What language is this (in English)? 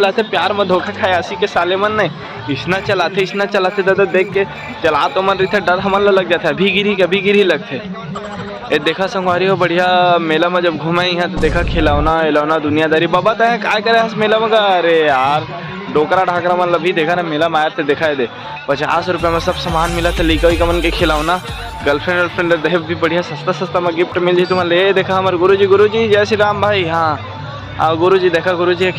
Chhattisgarhi